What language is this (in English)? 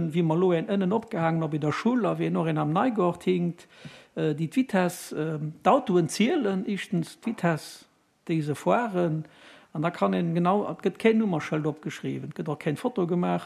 Luxembourgish